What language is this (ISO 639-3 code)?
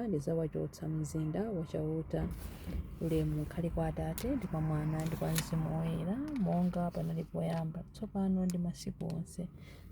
nya